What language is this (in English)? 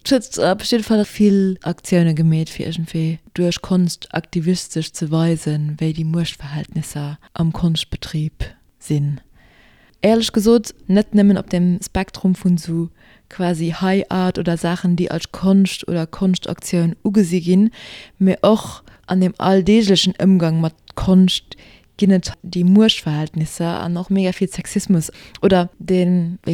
Luxembourgish